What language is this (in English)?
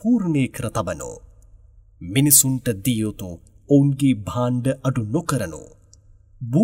Sinhala